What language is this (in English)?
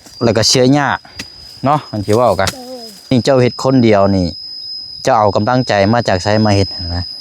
Lao